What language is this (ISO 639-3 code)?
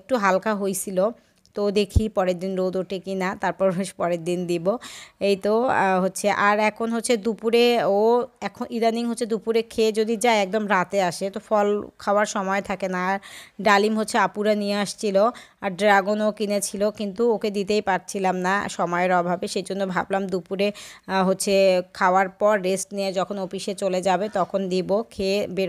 ben